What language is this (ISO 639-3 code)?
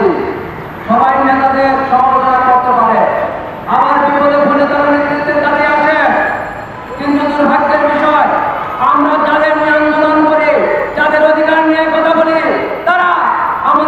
ben